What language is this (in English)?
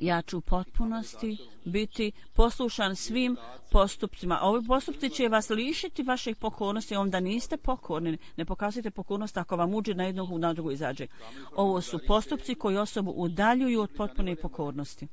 Croatian